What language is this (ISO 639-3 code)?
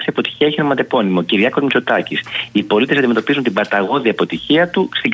ell